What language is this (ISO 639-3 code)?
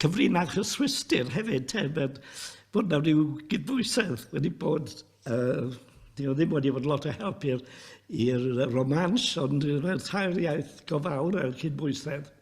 cym